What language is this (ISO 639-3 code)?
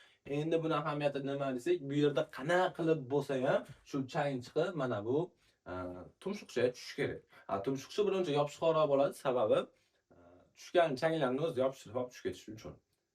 uzb